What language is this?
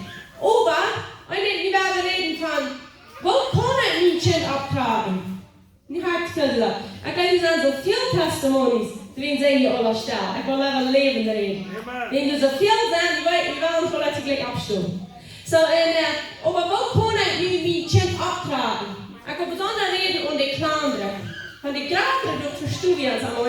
Plautdietsch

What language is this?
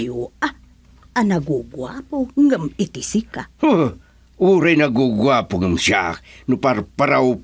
Iloko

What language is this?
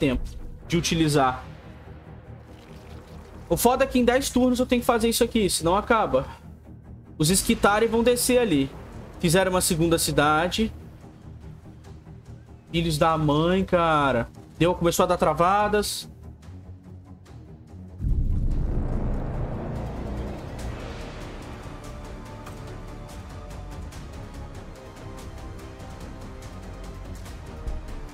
Portuguese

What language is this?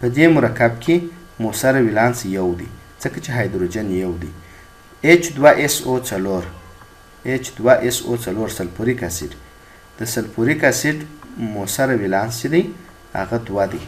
Pashto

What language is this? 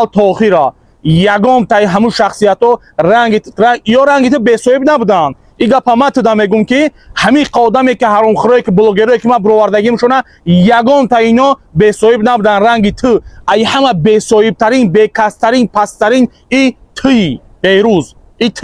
Tajik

